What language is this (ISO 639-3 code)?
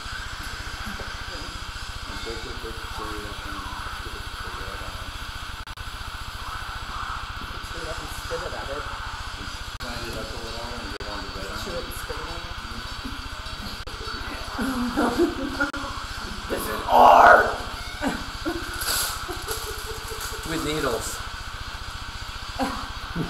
eng